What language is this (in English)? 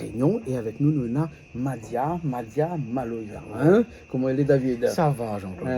Réunion Creole French